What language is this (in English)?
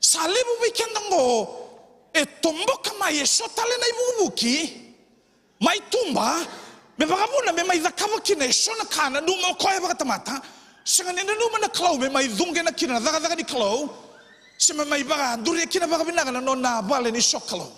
Fijian